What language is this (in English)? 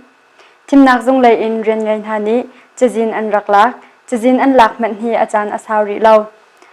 Hakha Chin